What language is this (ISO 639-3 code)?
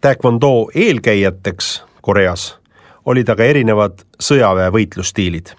est